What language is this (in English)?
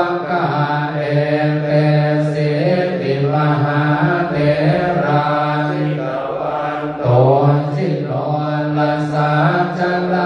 Pali